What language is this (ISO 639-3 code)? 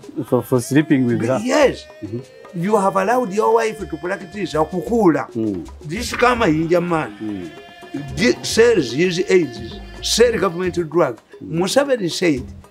eng